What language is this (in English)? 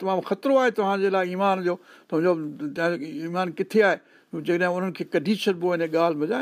Sindhi